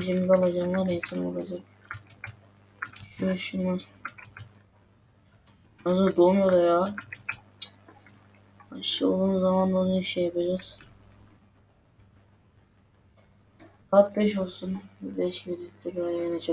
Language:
Turkish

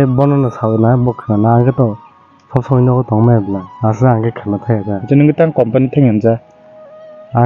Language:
Kok Borok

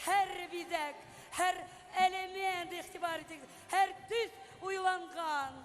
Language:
Bashkir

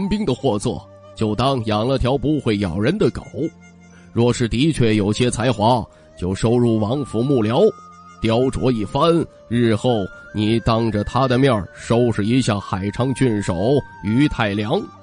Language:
Chinese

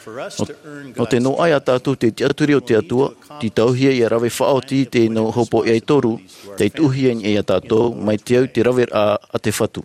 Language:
Tahitian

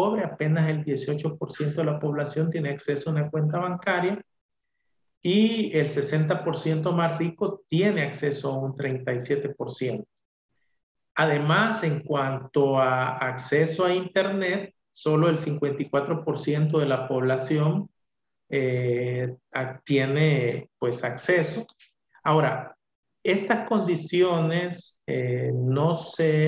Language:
Spanish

